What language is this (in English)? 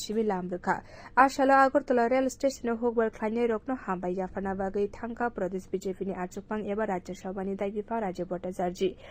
Kok Borok